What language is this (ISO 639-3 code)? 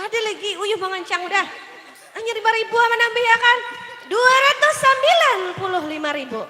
bjn